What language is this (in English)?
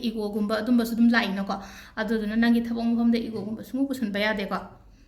Manipuri